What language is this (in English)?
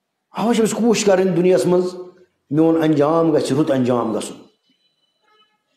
Kashmiri